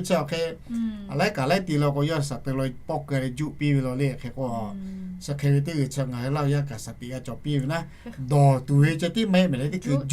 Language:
Lahu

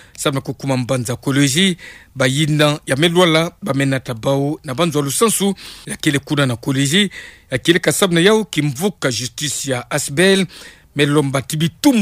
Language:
Kituba (Democratic Republic of Congo)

